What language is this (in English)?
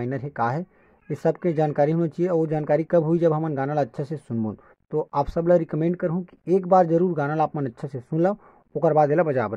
Chhattisgarhi